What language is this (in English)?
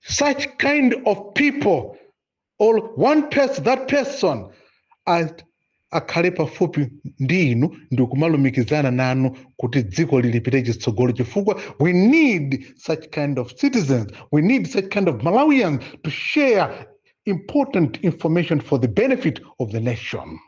Nyanja